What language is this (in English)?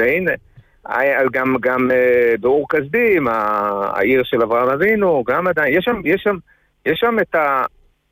Hebrew